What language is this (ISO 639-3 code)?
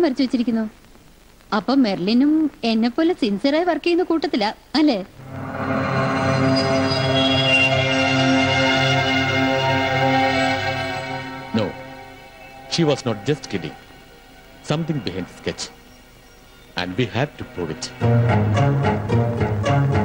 mal